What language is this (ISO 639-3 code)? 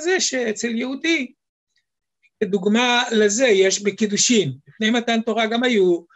heb